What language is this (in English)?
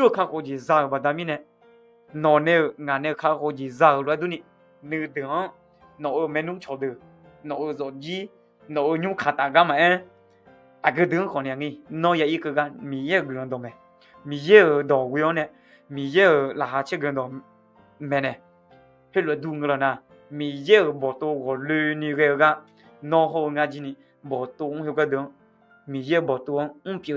Akha